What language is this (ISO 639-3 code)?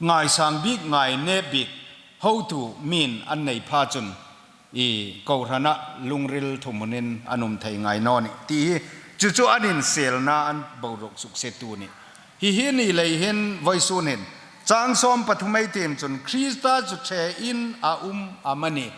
hmr